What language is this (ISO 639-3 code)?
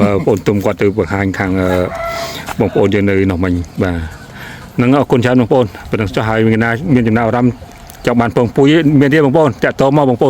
khm